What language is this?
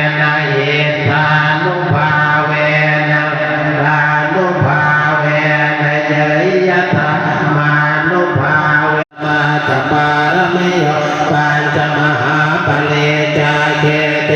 Pali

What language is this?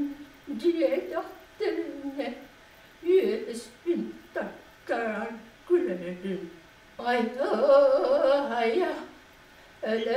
Yakut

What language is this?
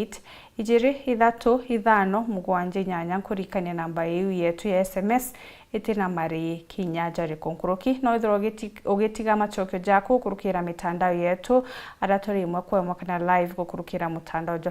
Meru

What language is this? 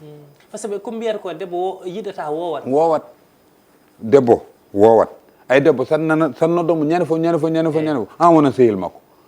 Fula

